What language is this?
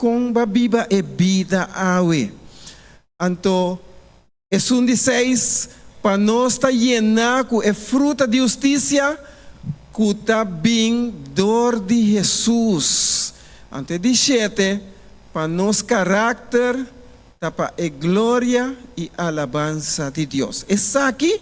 Papiamento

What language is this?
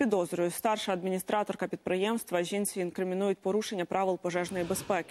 Ukrainian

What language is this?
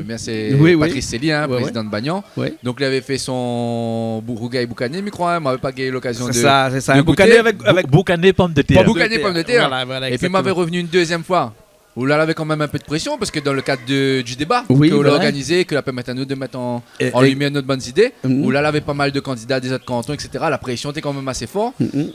Réunion Creole French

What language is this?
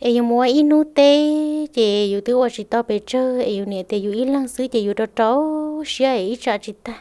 Hmong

